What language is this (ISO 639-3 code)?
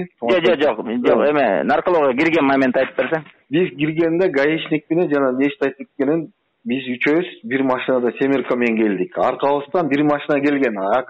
kir